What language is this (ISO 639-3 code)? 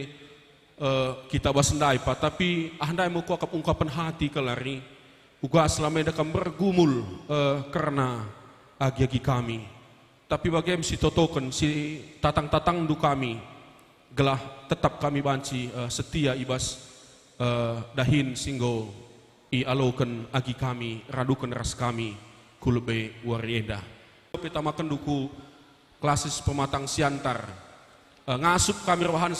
btx